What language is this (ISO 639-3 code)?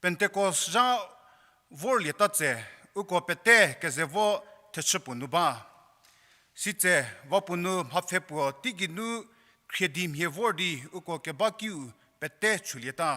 njm